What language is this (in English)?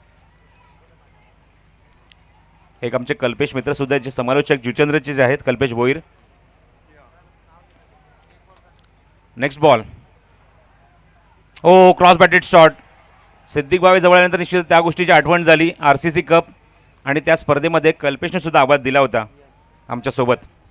Marathi